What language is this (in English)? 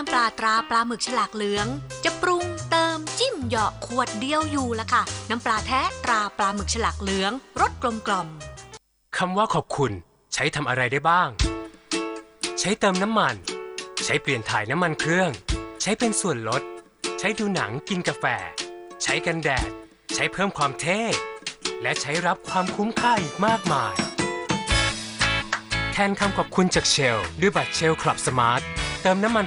Thai